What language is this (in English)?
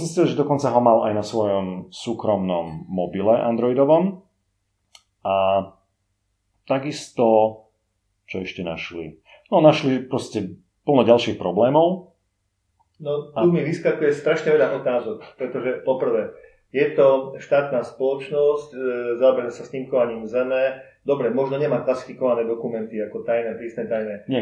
Slovak